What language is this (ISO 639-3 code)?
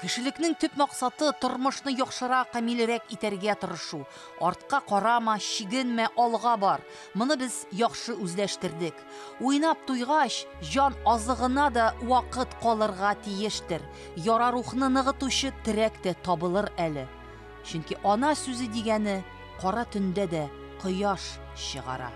tat